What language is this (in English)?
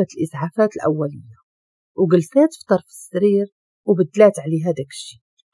Moroccan Arabic